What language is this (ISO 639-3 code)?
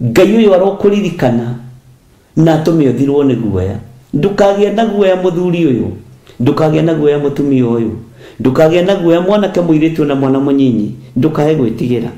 kik